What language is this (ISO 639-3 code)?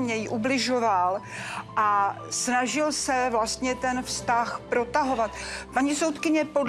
ces